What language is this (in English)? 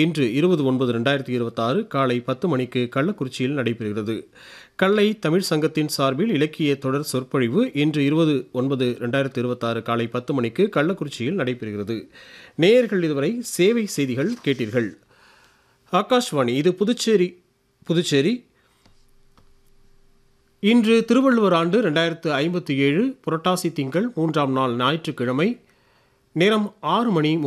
Tamil